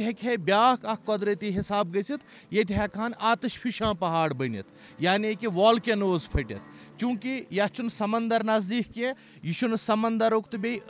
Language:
Kashmiri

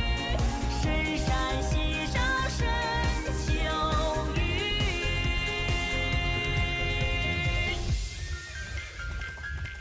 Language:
Chinese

